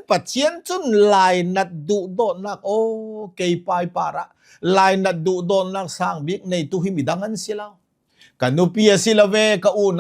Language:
Hakha Chin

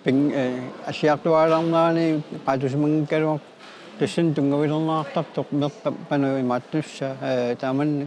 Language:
Kalaallisut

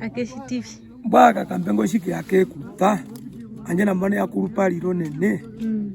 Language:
Herero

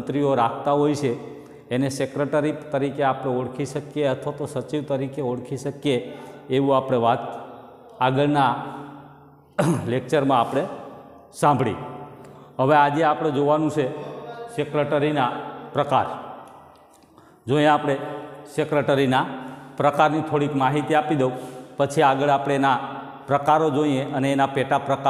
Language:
Gujarati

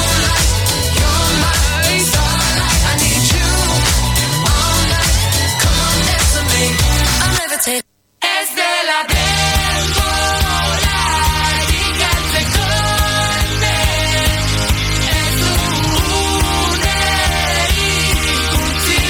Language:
Basque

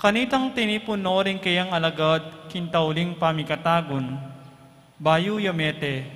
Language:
Pampanga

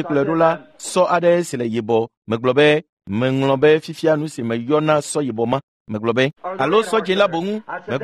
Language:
Ewe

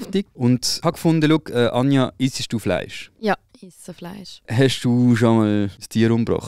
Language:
Swiss German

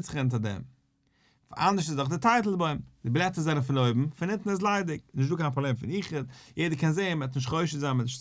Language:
Yiddish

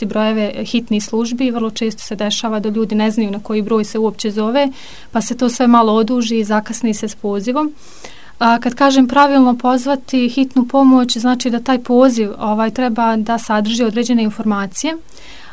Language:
Bosnian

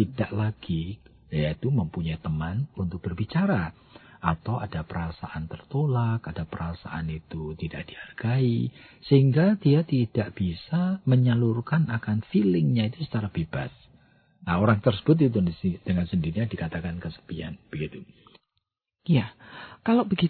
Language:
Indonesian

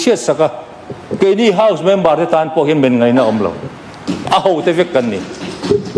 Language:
Mizo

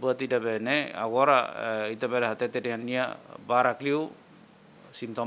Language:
Tetum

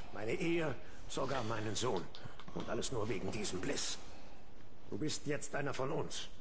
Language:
Swiss German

